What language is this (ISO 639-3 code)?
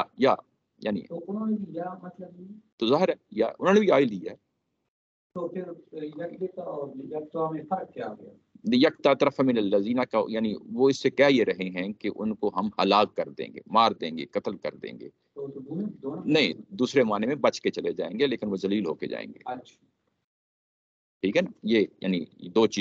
urd